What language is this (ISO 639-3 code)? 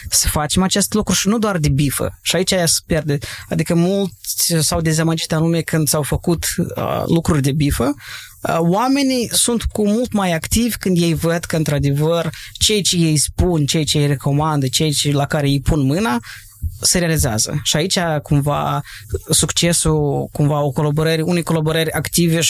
ron